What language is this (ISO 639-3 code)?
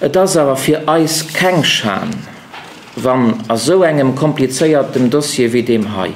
ltz